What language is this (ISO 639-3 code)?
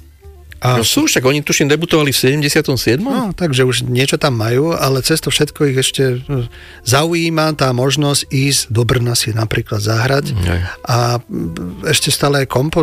slk